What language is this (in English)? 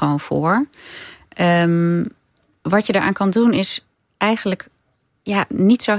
Dutch